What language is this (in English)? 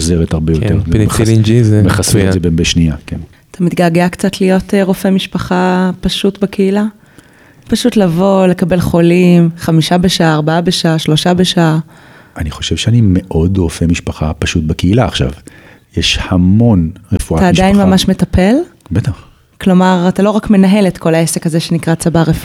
Hebrew